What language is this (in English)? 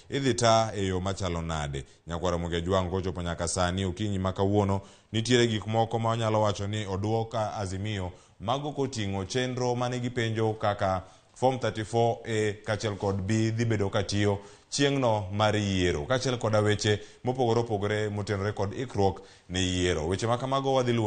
Luo (Kenya and Tanzania)